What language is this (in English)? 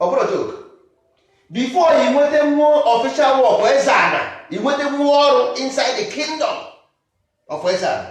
Igbo